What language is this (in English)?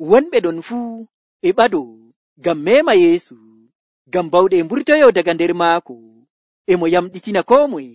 Nigerian Fulfulde